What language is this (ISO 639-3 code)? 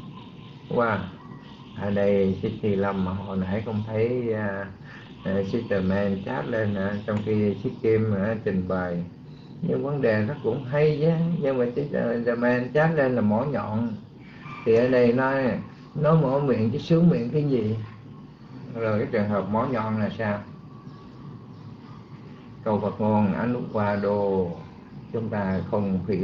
vie